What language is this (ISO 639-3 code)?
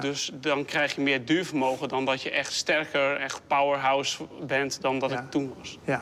nld